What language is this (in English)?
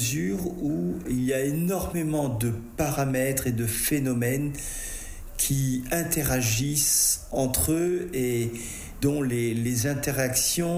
French